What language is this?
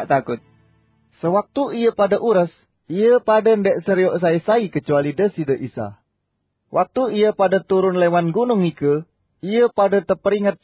Sasak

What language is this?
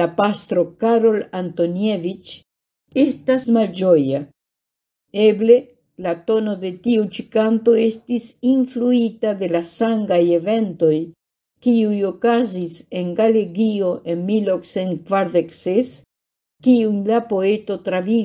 Esperanto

